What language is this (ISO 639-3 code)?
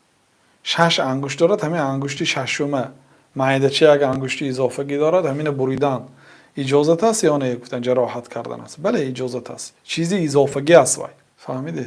tgk